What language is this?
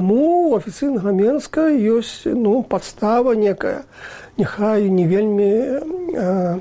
Belarusian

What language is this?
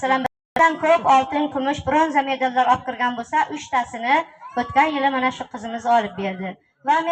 Uzbek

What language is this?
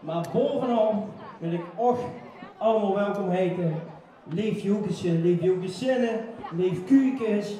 Limburgish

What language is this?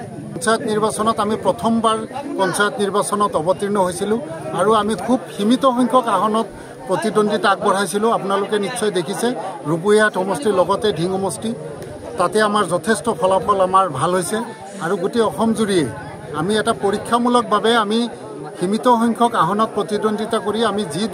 Assamese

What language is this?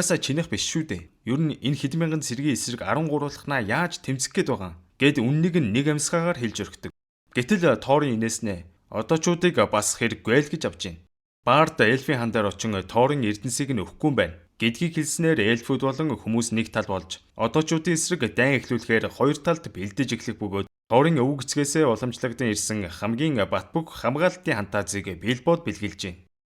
Mongolian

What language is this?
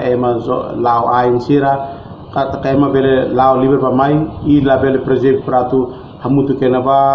Tetum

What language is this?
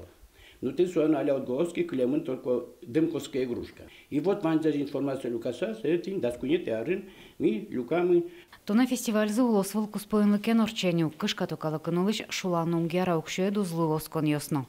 Udmurt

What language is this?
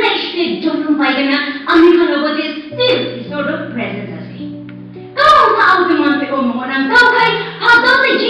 Konyak Naga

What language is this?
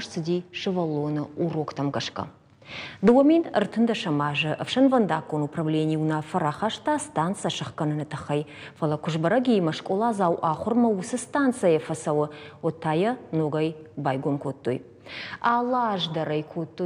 Ossetic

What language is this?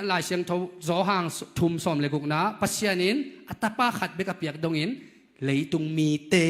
Tedim Chin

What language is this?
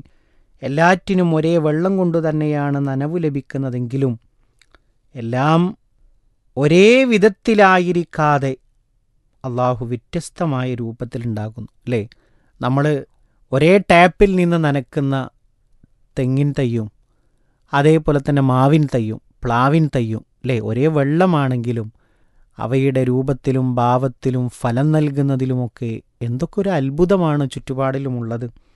Malayalam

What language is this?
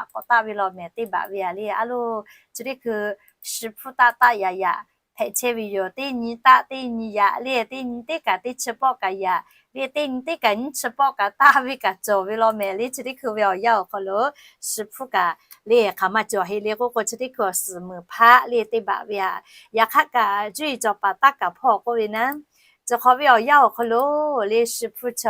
Lahu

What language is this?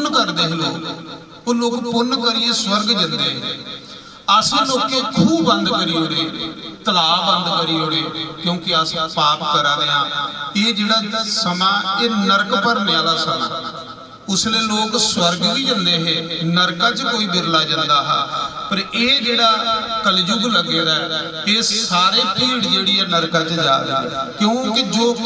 Dogri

